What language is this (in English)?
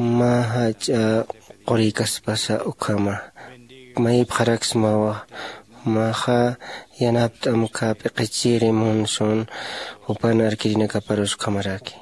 Aymara